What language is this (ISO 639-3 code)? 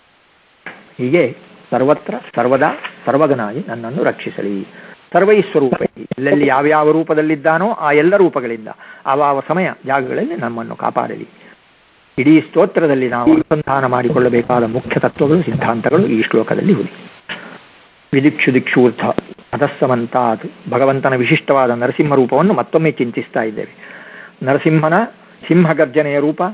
kan